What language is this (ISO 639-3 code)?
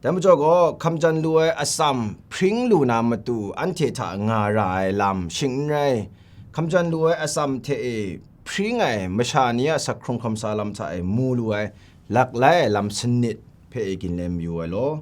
kac